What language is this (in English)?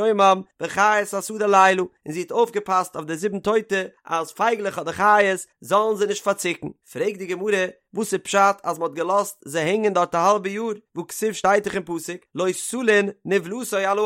Yiddish